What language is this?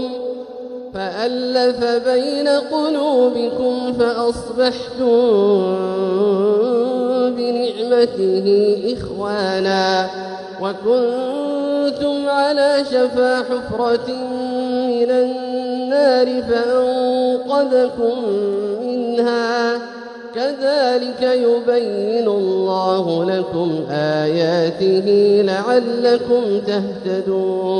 Arabic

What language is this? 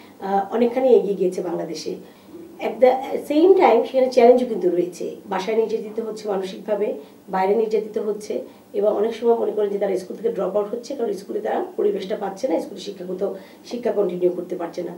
Bangla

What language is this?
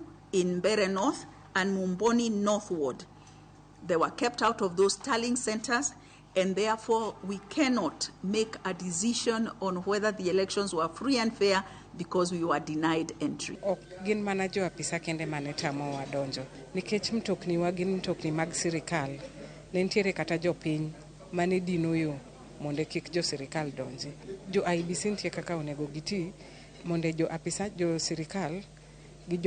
Luo (Kenya and Tanzania)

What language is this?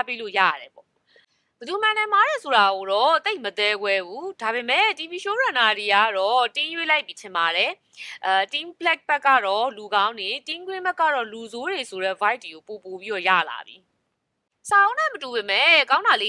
Burmese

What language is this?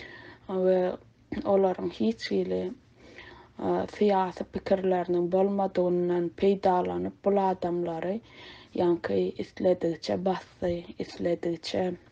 Turkmen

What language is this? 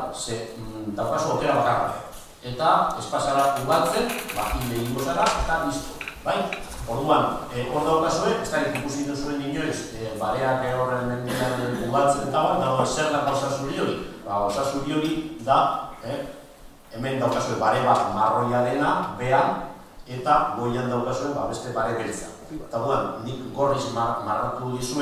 Basque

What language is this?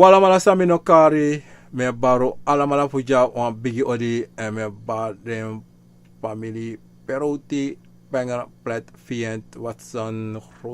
Sranan Tongo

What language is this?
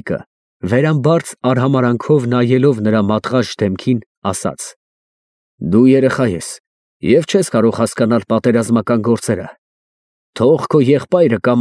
Armenian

